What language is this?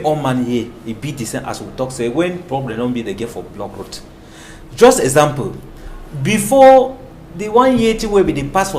Cameroon Pidgin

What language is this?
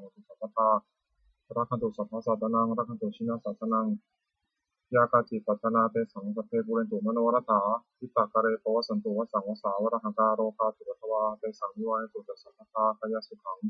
Pali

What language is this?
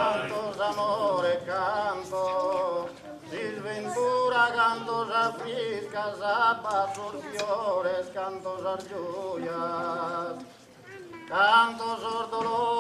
Sardinian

